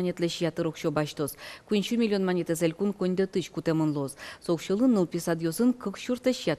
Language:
Udmurt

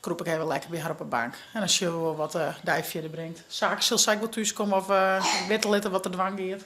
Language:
Western Frisian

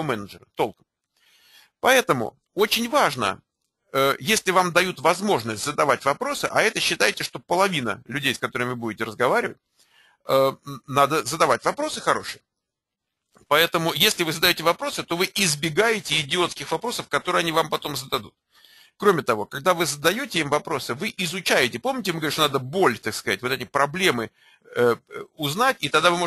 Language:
Russian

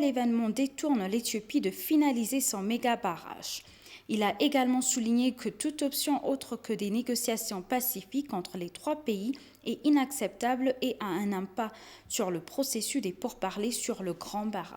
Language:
French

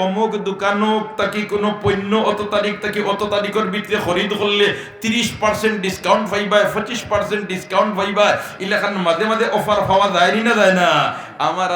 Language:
Sylheti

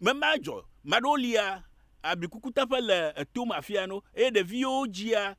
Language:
Ewe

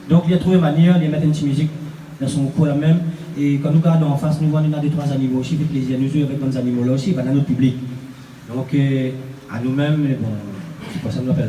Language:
Réunion Creole French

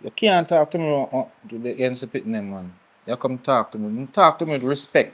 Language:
Jamaican Creole English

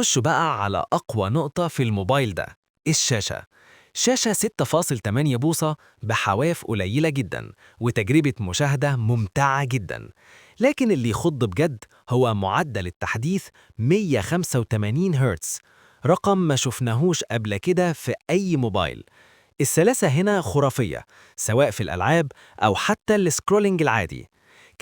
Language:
Egyptian Arabic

